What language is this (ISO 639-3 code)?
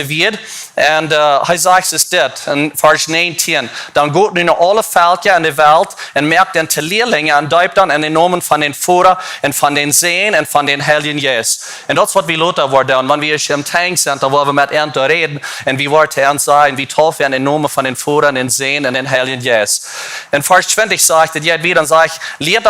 pdt